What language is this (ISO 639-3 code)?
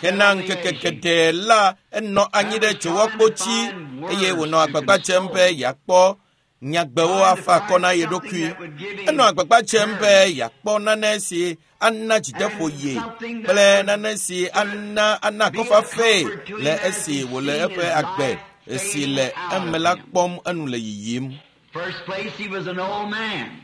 ewe